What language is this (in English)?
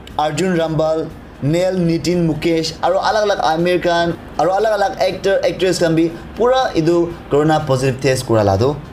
Naga Pidgin